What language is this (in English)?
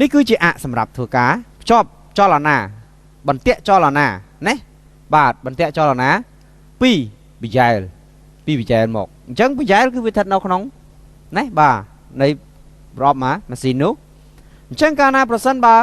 Khmer